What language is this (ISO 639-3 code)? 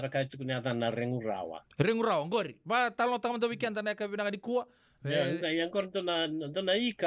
fij